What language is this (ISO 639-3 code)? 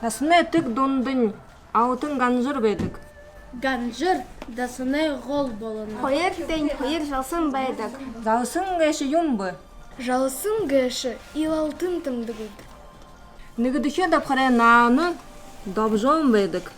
bua